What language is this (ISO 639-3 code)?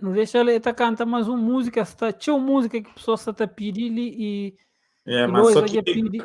kea